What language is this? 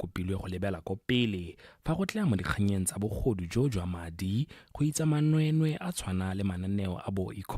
Tswana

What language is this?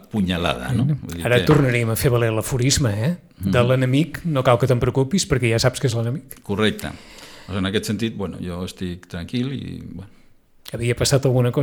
Catalan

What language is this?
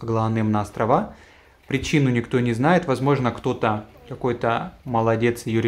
Russian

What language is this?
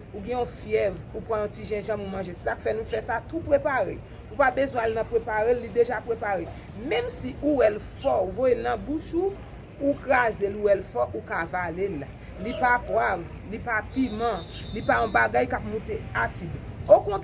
Haitian Creole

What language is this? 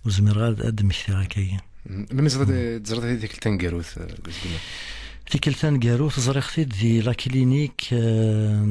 Kabyle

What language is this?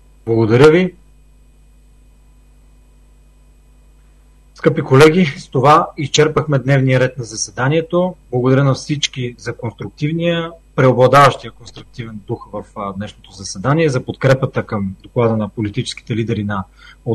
Bulgarian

